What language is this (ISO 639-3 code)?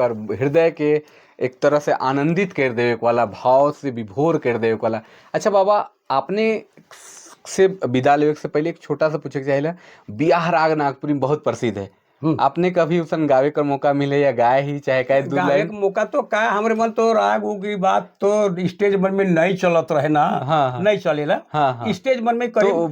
sck